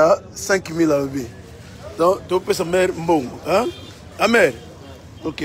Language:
Lingala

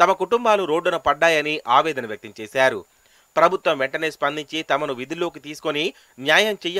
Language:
Telugu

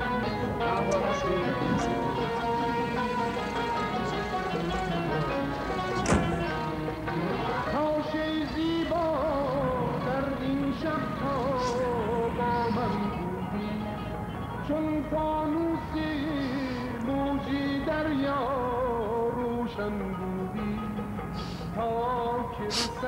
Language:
Persian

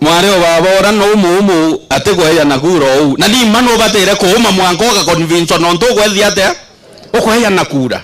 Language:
Meru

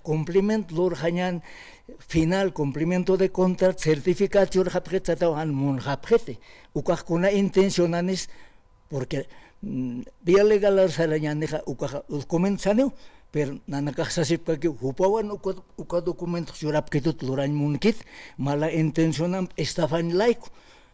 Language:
Aymara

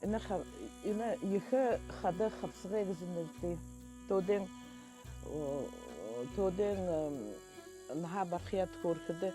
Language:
Buriat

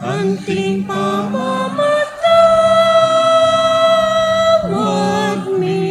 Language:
Pampanga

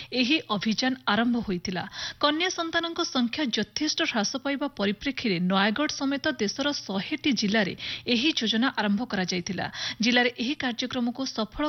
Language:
Odia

